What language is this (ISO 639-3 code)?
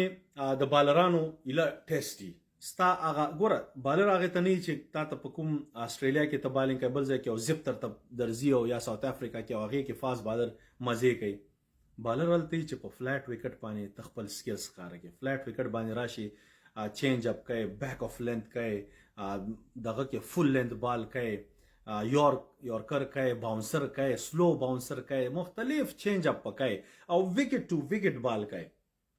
pus